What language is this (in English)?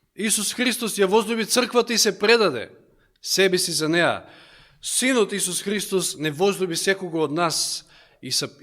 Macedonian